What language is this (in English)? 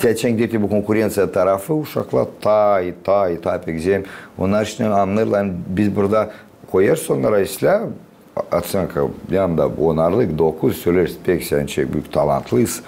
Gagauz